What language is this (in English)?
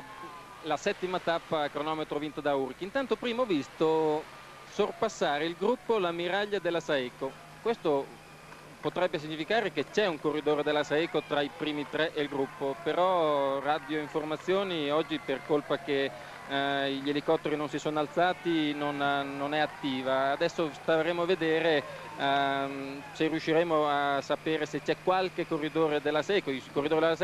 Italian